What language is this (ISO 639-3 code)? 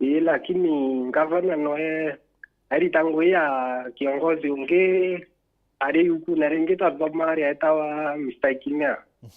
mer